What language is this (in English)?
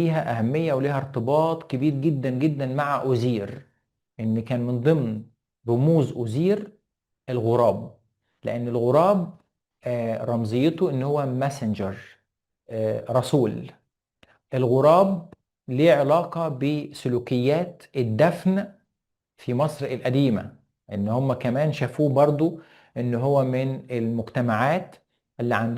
Egyptian Arabic